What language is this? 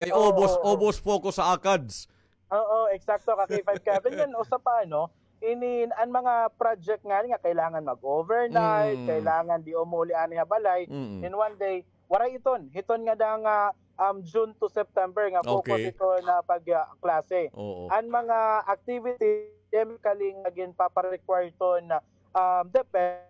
Waray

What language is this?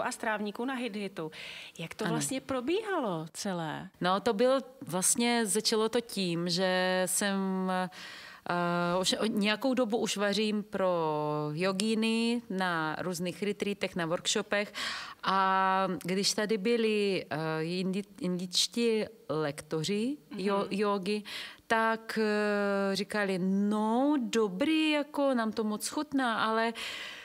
Czech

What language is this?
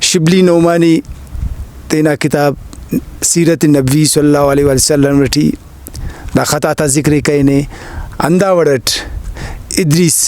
Brahui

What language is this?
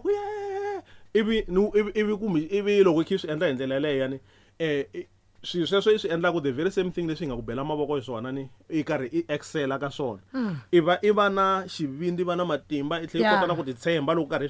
Tsonga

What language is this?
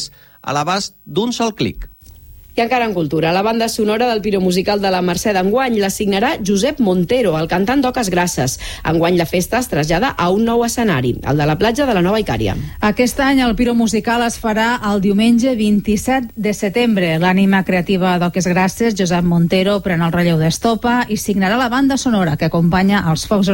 Catalan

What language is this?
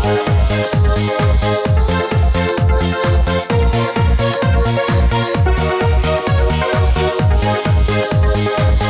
Chuvash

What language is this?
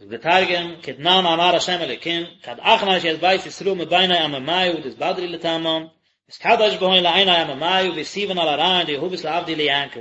Yiddish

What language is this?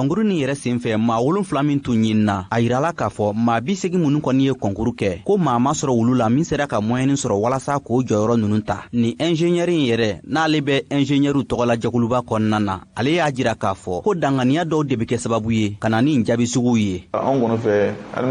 Bambara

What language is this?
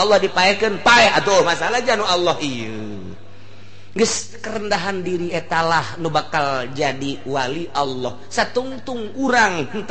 Sundanese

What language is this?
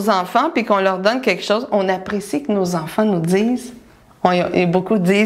French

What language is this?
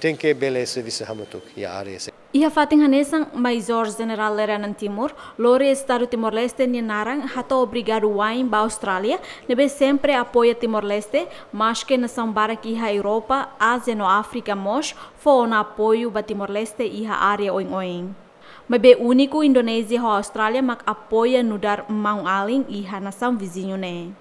Tetum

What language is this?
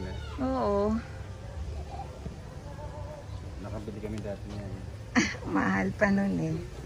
Filipino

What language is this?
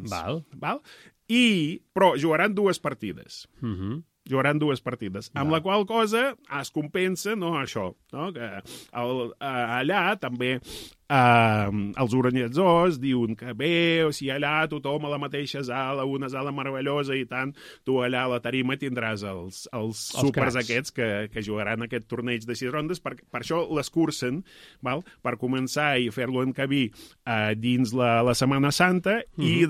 Catalan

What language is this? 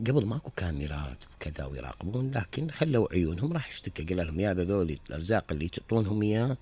Mesopotamian Arabic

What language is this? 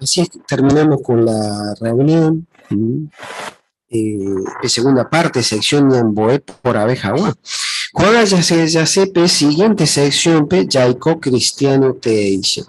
Guarani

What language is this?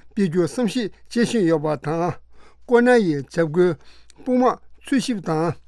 Tibetan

